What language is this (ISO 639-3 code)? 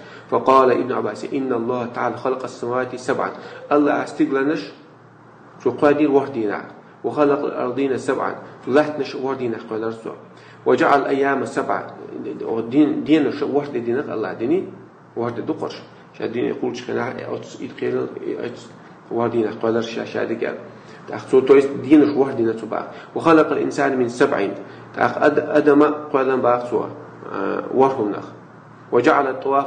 che